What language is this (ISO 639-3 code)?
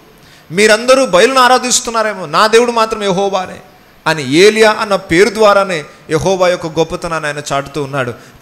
tel